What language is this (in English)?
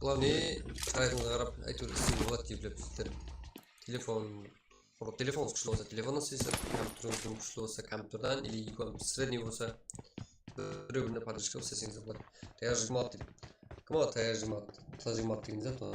Kara-Kalpak